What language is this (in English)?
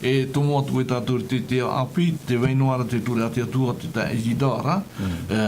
Tahitian